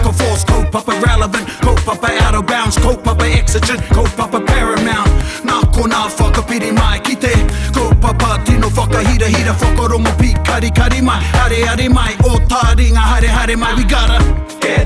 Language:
Māori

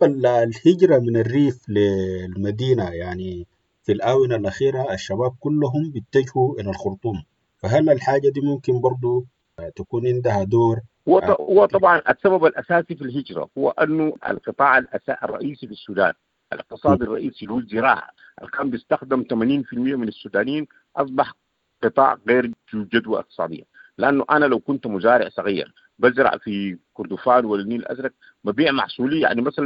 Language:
Sudanese Arabic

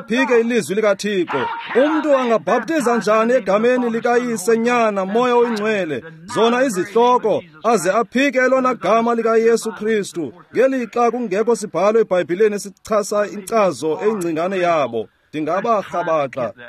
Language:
Xhosa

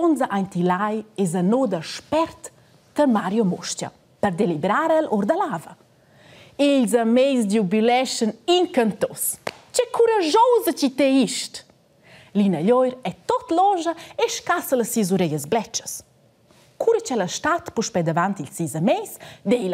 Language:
Romansh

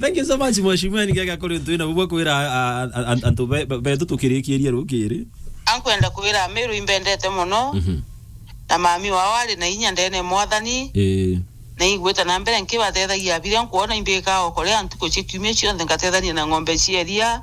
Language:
Meru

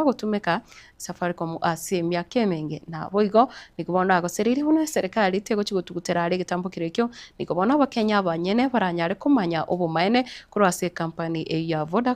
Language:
Gusii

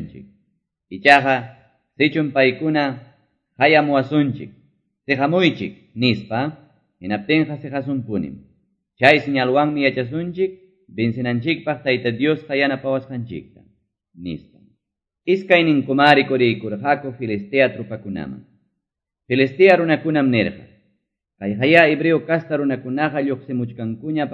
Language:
Quechua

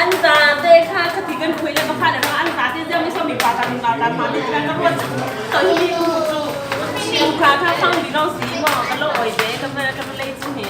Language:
Falam Chin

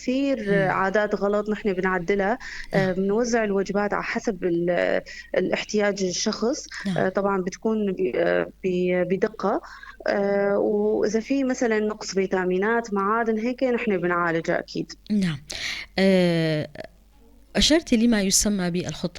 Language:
North Levantine Arabic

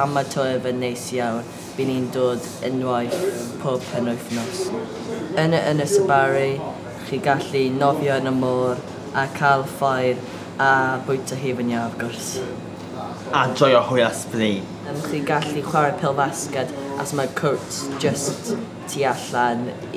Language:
Welsh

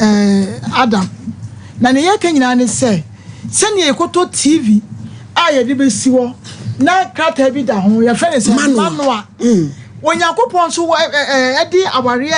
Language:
Akan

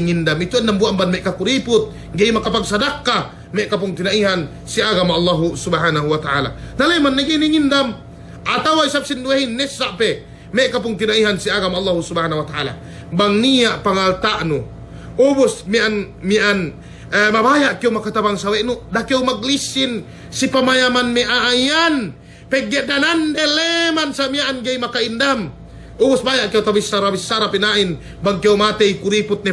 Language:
Yakan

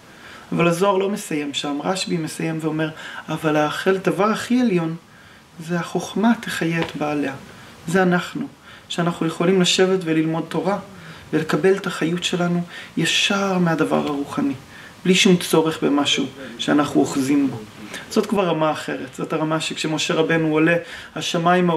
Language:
Hebrew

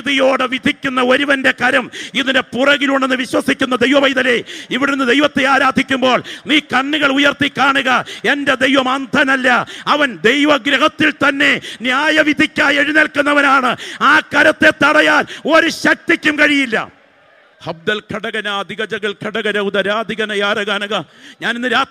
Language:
Malayalam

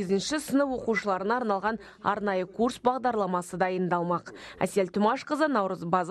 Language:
Kazakh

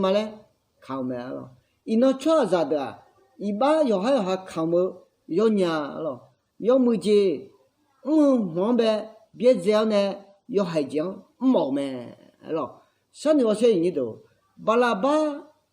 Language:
Akha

